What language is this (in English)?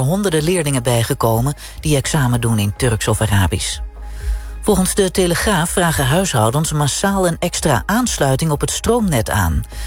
Dutch